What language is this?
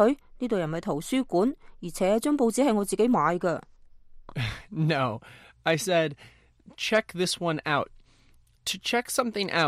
Cantonese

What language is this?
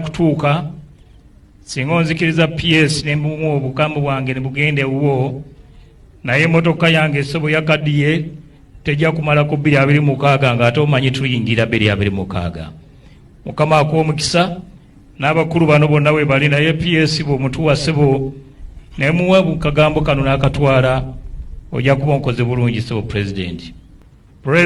Ganda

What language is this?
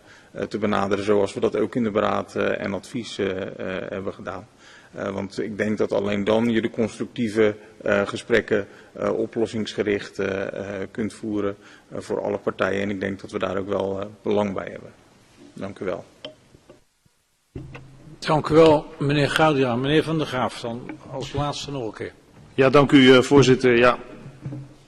Dutch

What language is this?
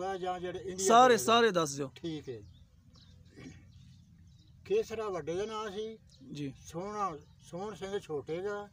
Punjabi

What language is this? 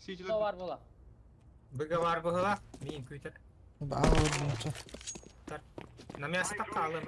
Yakut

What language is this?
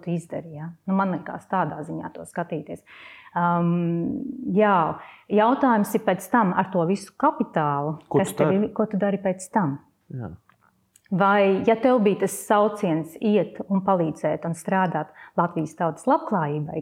Latvian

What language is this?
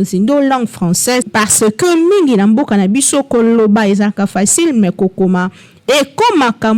Lingala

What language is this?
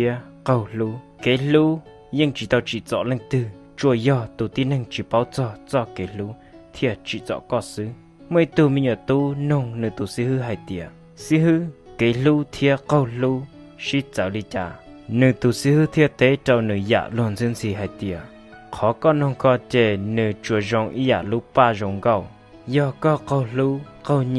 Hmong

